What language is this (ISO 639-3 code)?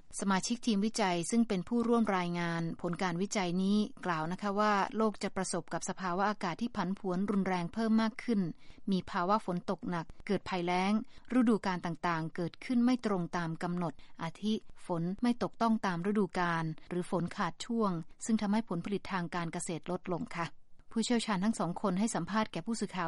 tha